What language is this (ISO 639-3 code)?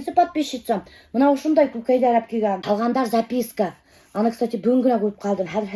bak